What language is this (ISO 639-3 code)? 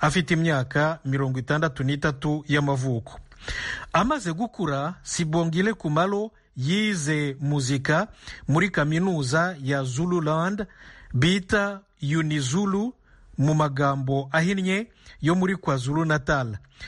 kin